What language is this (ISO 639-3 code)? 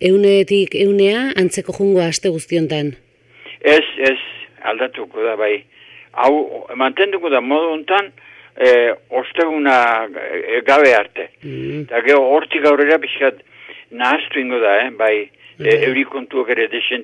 eus